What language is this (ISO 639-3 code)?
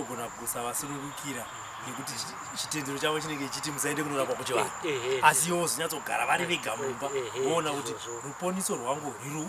sna